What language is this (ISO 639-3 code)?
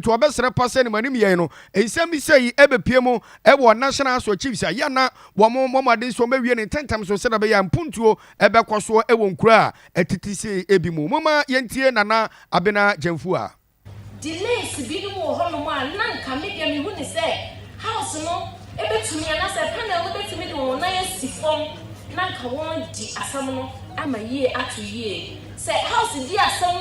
aka